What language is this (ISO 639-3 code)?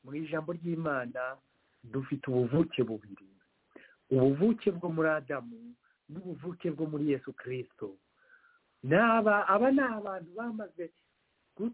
kin